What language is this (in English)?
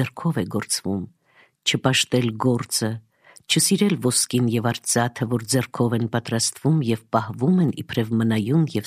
Armenian